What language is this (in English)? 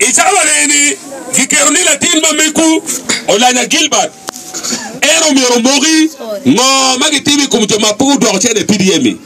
Acoli